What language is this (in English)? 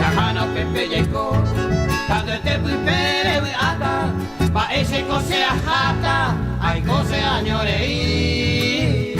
Guarani